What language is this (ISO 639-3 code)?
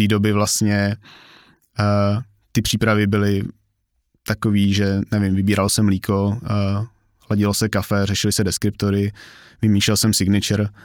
ces